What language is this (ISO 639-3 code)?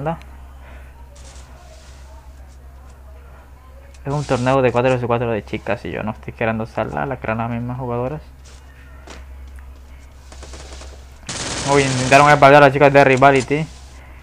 spa